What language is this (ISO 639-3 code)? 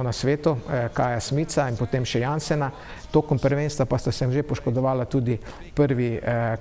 slv